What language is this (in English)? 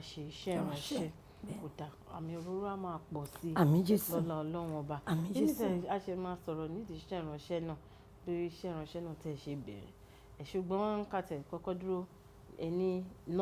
Yoruba